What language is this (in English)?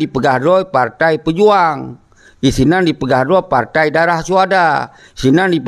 Achinese